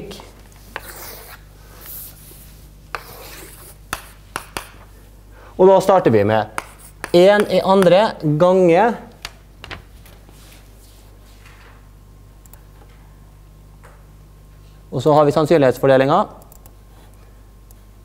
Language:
Norwegian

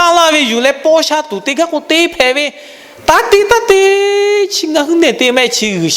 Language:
Lahu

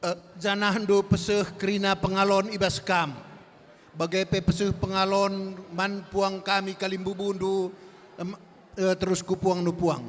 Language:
Batak Karo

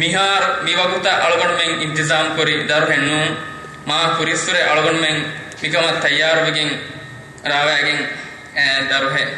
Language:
Divehi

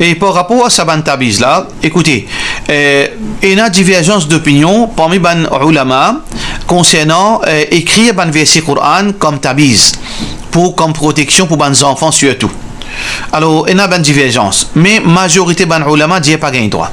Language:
Morisyen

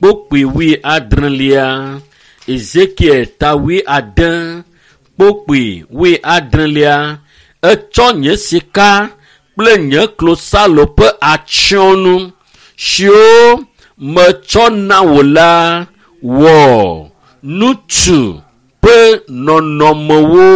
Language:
Ewe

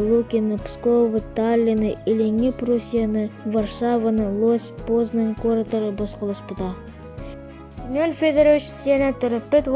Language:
Yakut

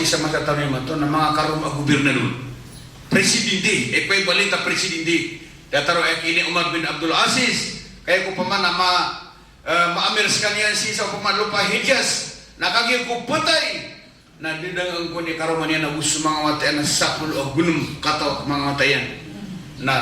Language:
Maranao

